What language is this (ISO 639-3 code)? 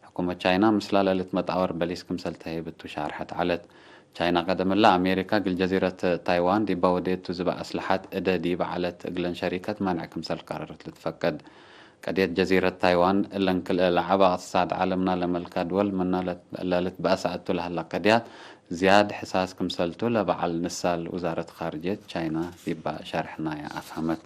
tig